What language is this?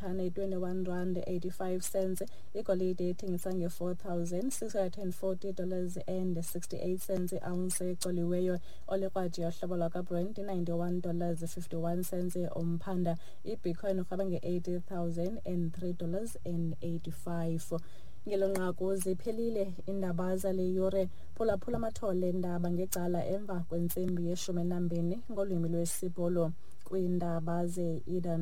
Xhosa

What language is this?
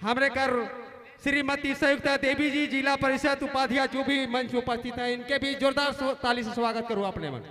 Sadri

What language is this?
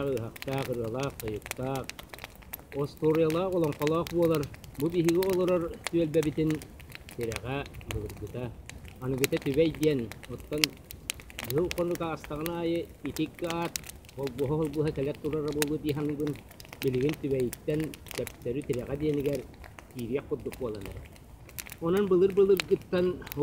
Yakut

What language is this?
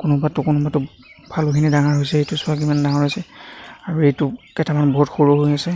Assamese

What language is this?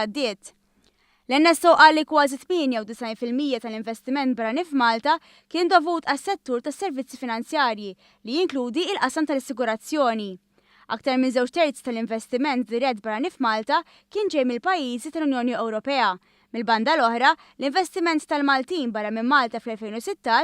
Maltese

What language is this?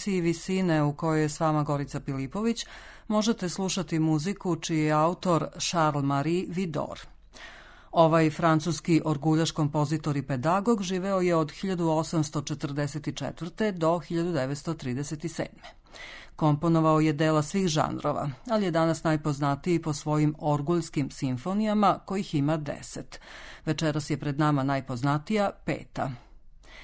Serbian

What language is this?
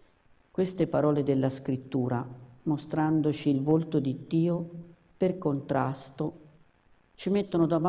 Italian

